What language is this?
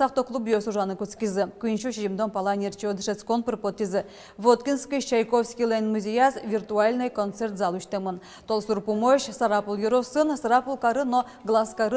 Udmurt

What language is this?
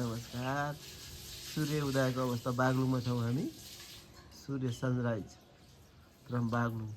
Nepali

